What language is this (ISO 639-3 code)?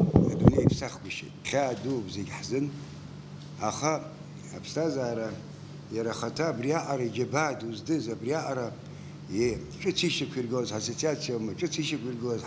abk